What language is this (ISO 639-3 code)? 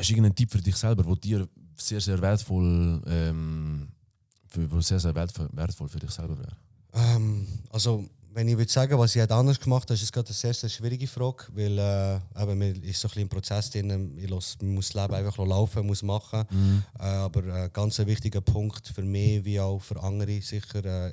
gsw